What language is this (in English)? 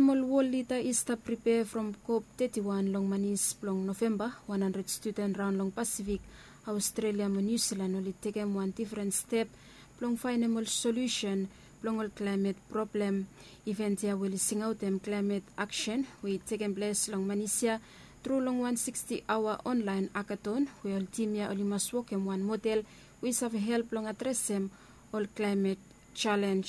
Bislama